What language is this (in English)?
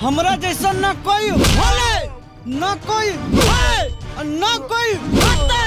Magahi